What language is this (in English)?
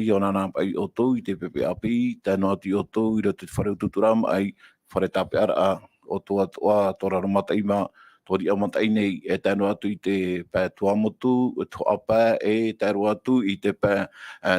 Tahitian